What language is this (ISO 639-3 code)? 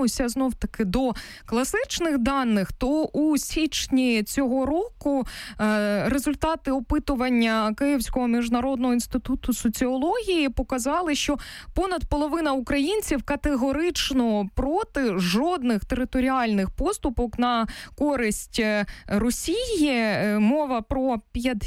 ukr